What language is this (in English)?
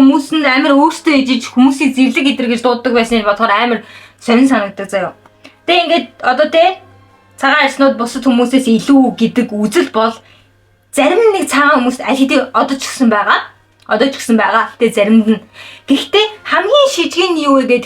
Mongolian